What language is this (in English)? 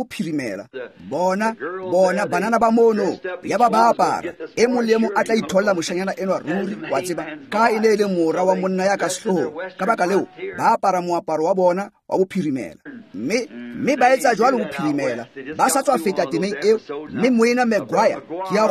Tswana